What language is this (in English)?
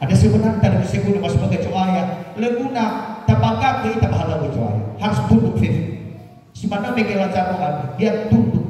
Nias